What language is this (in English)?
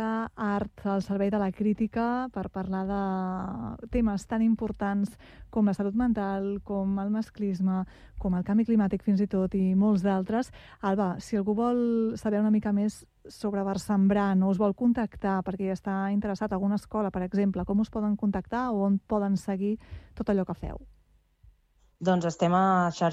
Catalan